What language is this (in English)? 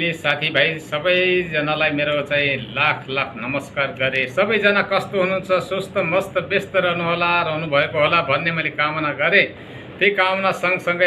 Nepali